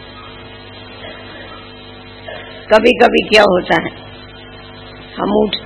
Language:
Hindi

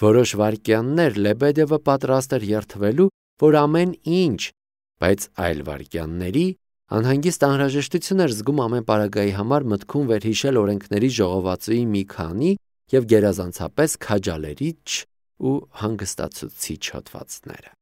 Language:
Armenian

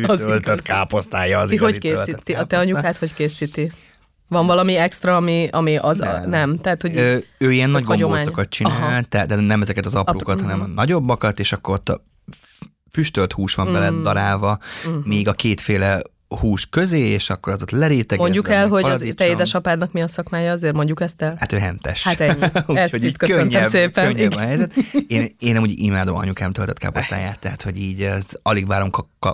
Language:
Hungarian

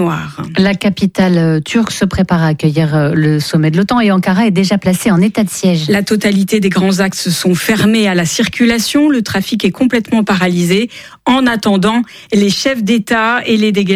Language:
French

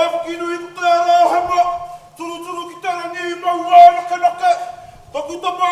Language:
Māori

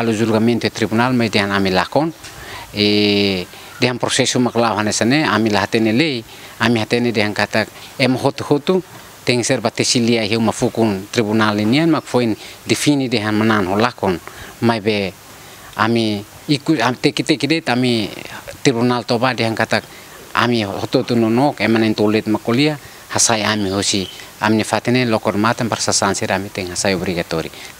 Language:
Tetum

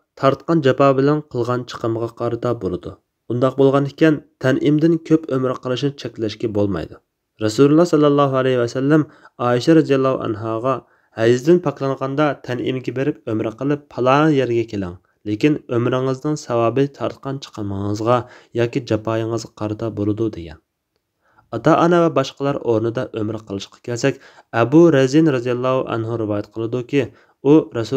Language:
Uyghur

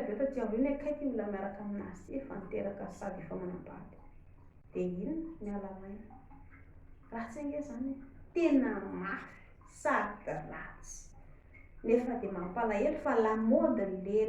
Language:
Malagasy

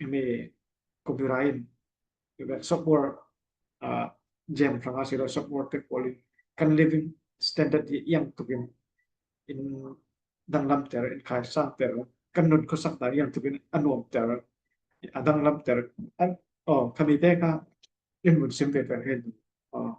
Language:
Falam Chin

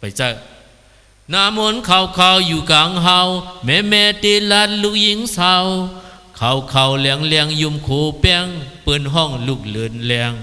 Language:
Shan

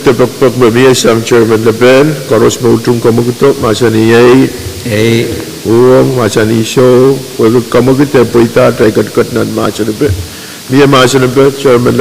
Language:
Pohnpeian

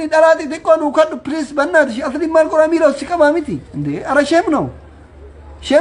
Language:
Oromo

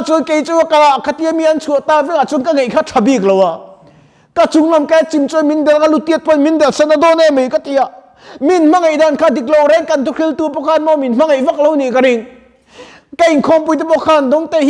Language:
Mizo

